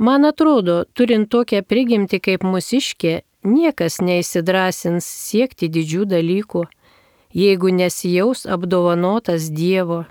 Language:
Lithuanian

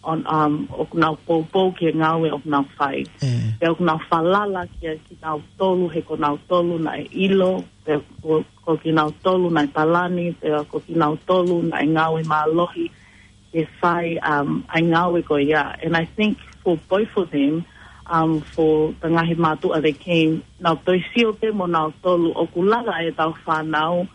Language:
Tongan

